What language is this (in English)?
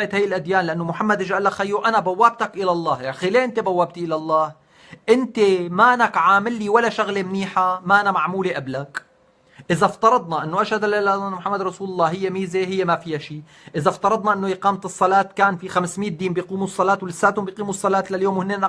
North Levantine Arabic